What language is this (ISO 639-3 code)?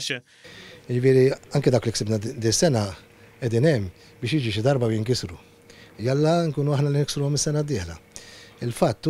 mlt